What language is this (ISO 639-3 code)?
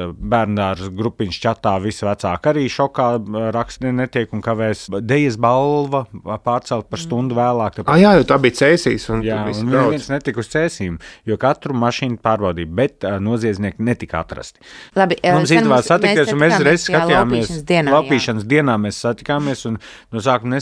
lav